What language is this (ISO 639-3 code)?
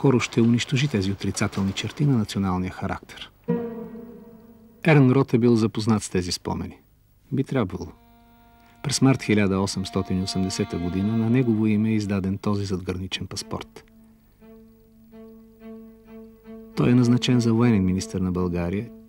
bul